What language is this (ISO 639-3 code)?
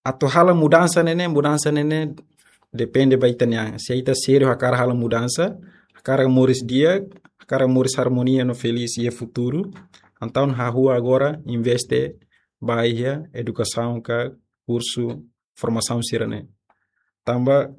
tet